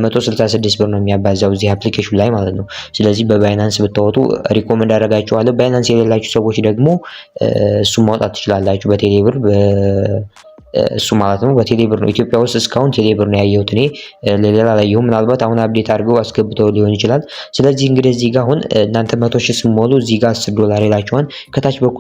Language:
Amharic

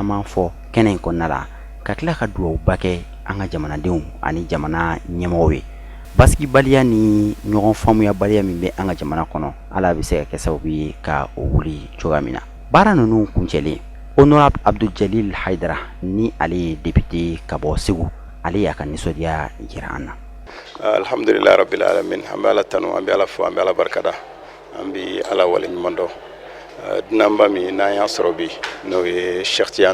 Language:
Bambara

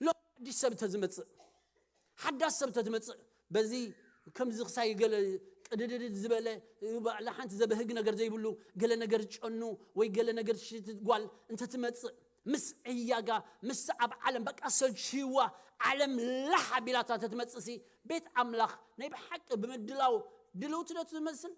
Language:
Tigrinya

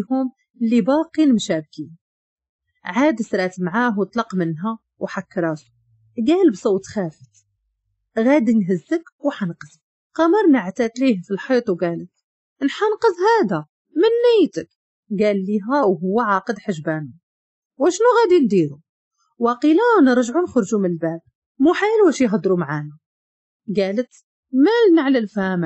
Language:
Moroccan Arabic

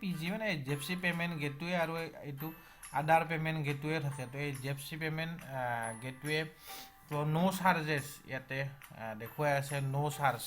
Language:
Assamese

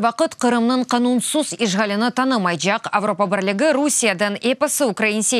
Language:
Crimean Tatar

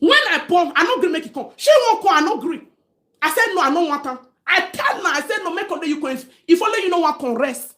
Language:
Nigerian Pidgin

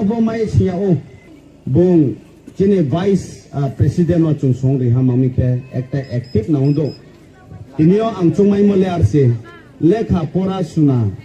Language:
Riang (India)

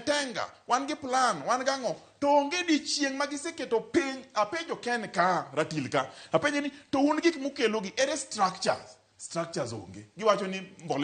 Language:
Luo (Kenya and Tanzania)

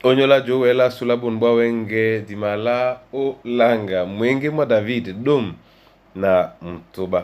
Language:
Duala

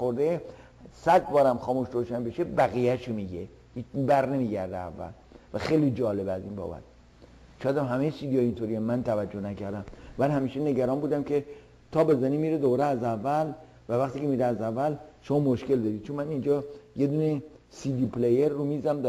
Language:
Persian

